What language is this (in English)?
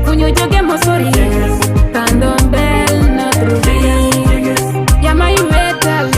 Fula